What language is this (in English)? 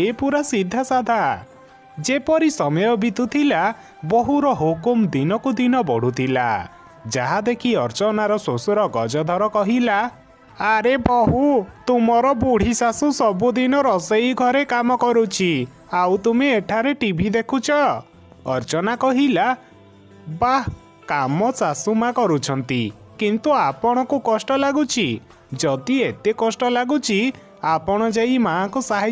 Odia